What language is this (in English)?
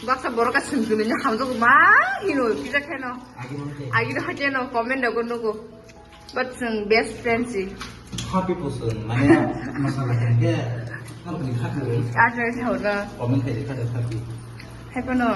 Kok Borok